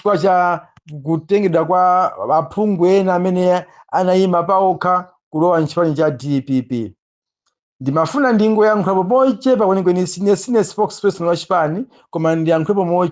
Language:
Nyanja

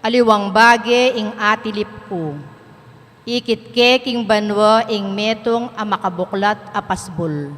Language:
Pampanga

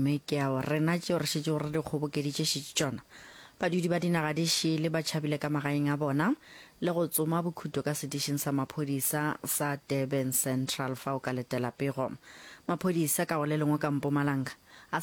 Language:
Northern Sotho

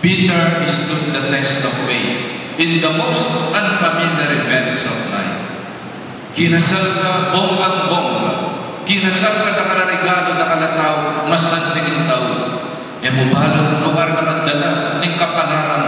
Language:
Pampanga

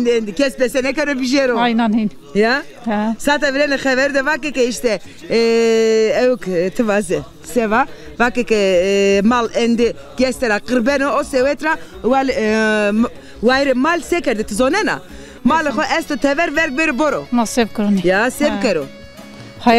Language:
Zaza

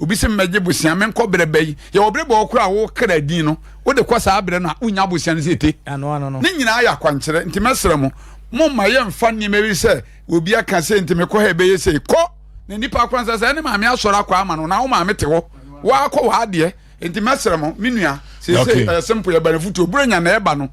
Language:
Akan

